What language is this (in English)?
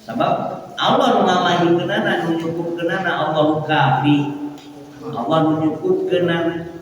Sundanese